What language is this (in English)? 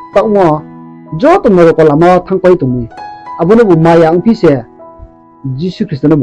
Riang (India)